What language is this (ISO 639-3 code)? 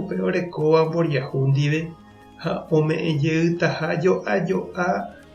grn